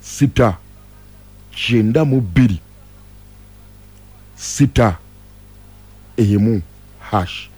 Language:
Ganda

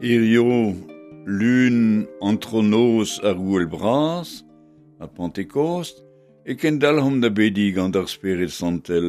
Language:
Breton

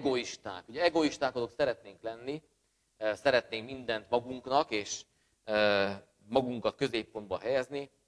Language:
Hungarian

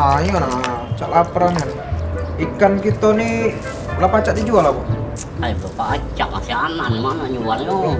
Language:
Musi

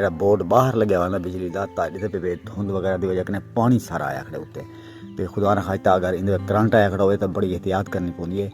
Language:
Saraiki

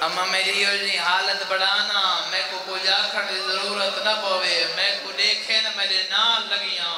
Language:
Saraiki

